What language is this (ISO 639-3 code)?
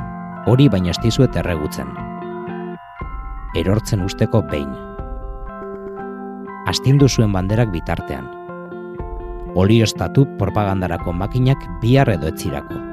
eus